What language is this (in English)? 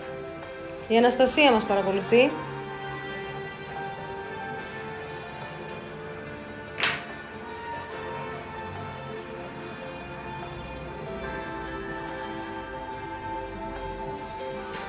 Greek